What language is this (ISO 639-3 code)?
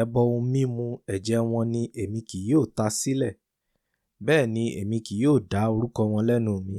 yor